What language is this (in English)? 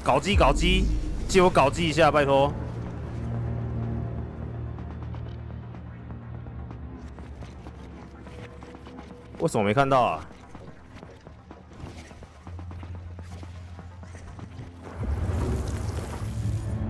Chinese